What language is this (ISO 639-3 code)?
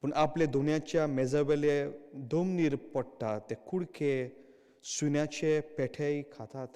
kok